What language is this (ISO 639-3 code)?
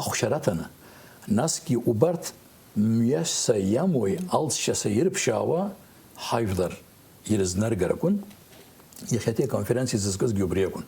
abk